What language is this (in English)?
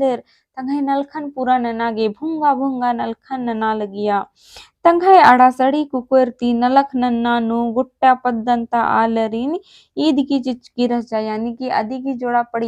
Kurukh